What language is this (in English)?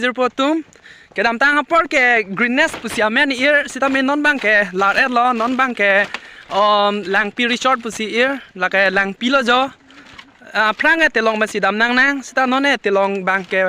Karbi